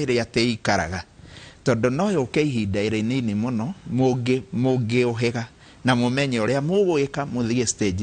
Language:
Kikuyu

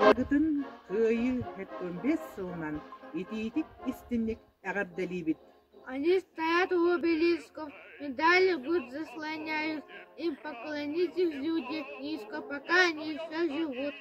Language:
Yakut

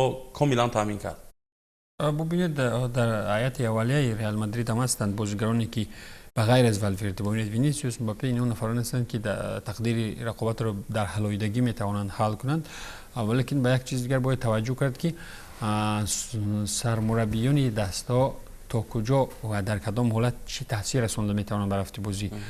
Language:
Tajik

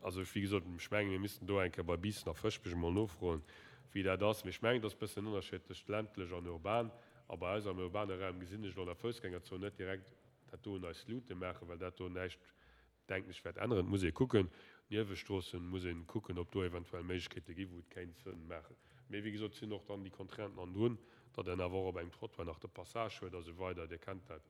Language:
Luxembourgish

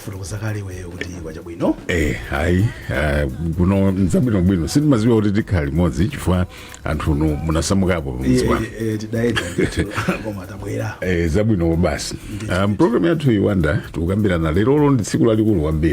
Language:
Nyanja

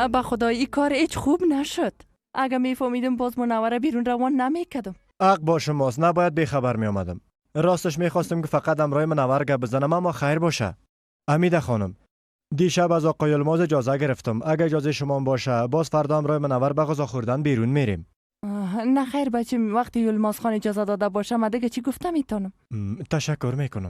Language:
Persian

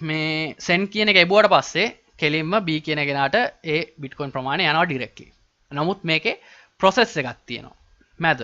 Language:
Sinhala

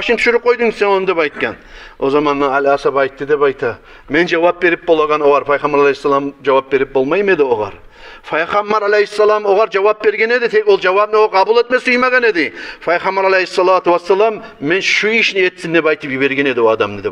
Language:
Kumyk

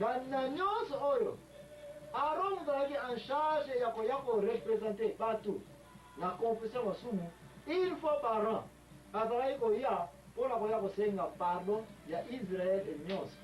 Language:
Lingala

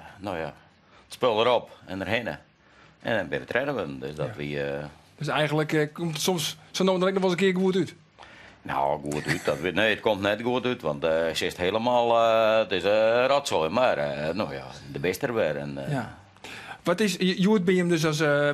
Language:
Western Frisian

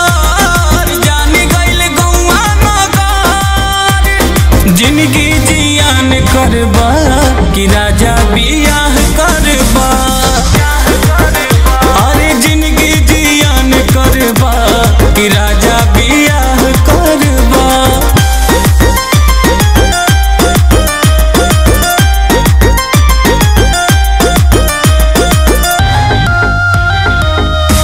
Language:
Bhojpuri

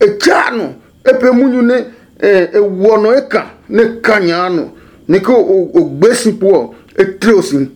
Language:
Adangme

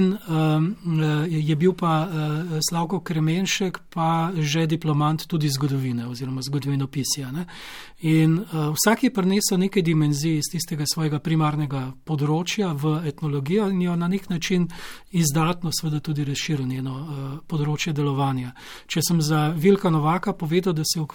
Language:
Slovenian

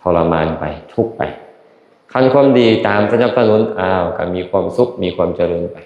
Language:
Lao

